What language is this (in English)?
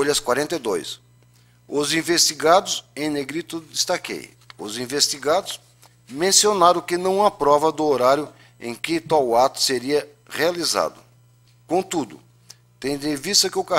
Portuguese